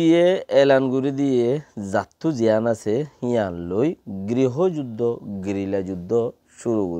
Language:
Rohingya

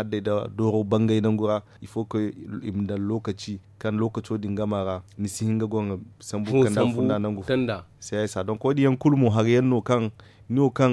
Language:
Zarma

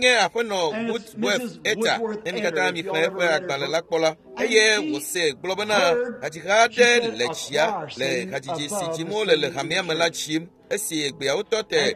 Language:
Ewe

